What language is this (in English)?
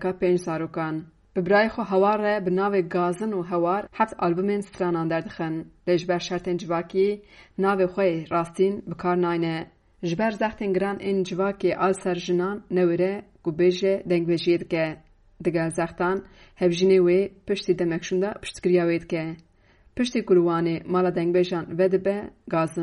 Kurdish